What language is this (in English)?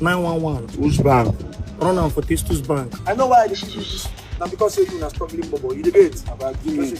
Nigerian Pidgin